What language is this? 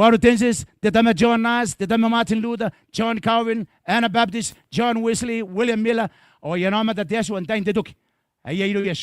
Gilbertese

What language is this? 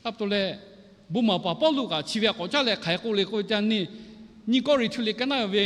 Lahu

